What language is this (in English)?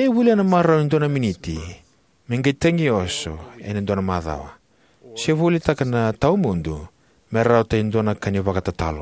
Fijian